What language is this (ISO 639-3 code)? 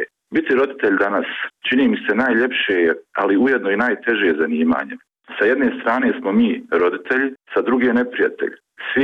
bos